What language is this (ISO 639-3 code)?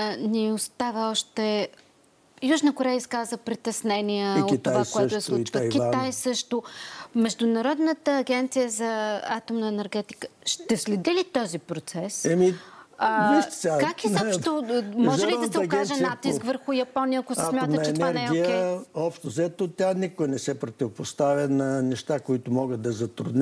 bul